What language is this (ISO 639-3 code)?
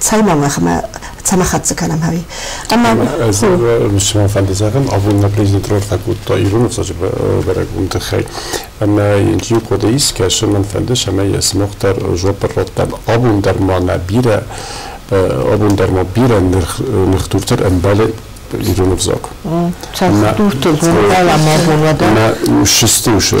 oss